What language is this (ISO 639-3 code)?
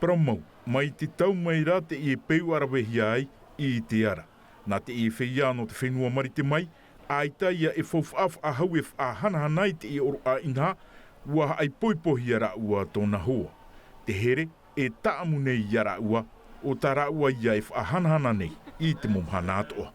tah